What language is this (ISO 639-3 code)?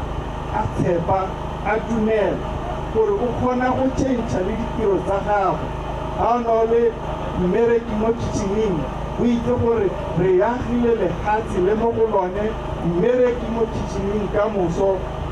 tsn